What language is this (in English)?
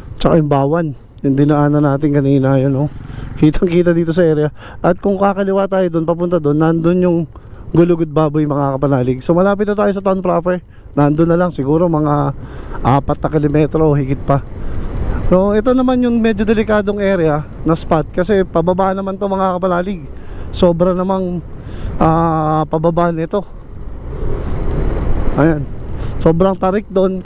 Filipino